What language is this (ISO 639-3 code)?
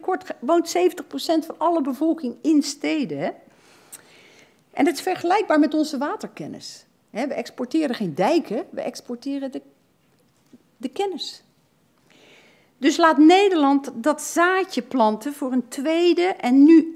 nld